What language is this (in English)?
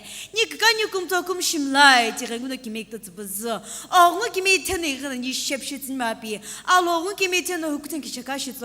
Sumi Naga